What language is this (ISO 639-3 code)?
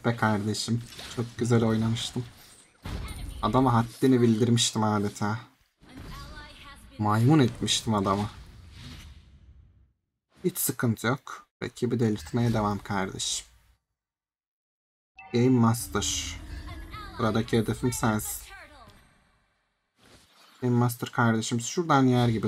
tur